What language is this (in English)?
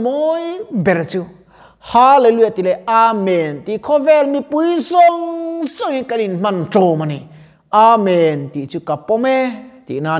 Mizo